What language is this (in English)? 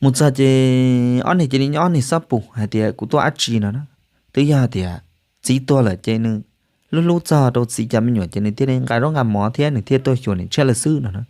Hmong